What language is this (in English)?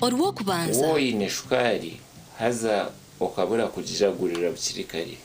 Nyankole